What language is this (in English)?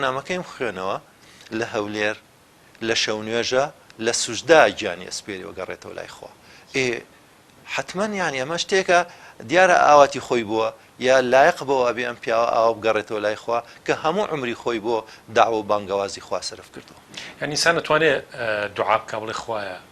Central Kurdish